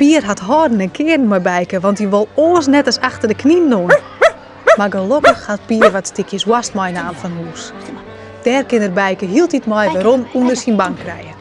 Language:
Western Frisian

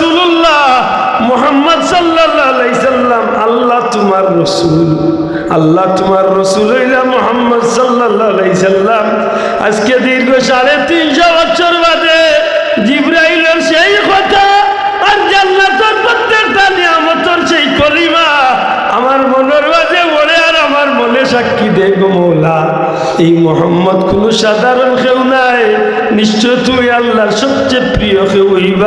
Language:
Sylheti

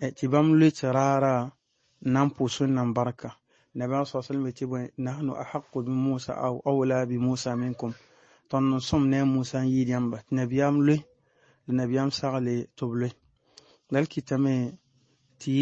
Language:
Mossi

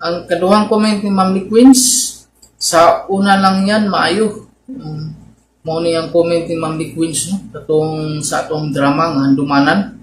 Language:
Cebuano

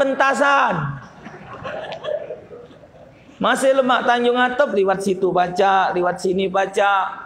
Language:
Malay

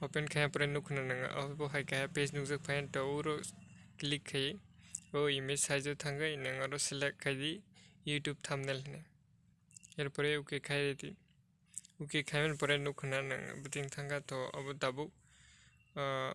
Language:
Kok Borok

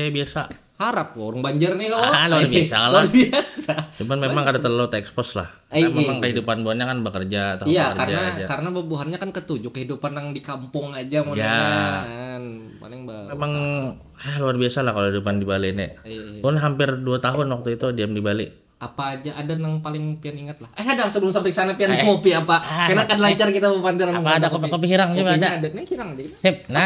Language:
Banjar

